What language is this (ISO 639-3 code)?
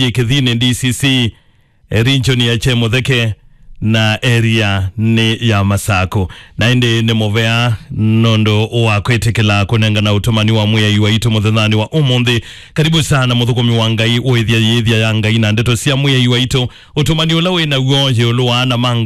kam